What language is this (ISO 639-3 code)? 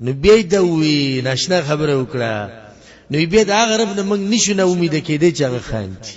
pus